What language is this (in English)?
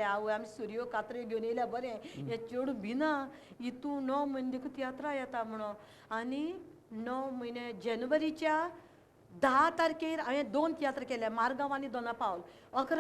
Konkani